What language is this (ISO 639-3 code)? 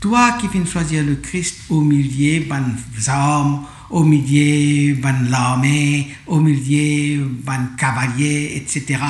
mfe